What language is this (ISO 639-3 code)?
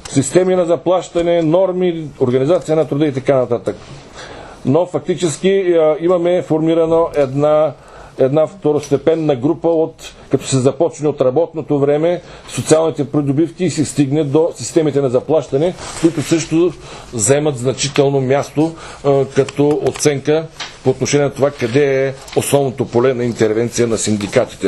bul